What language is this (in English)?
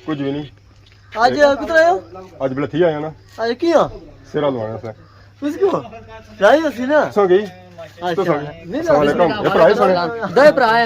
Pahari-Potwari